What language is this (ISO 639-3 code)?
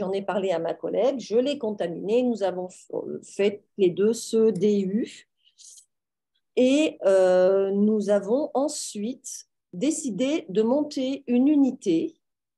fra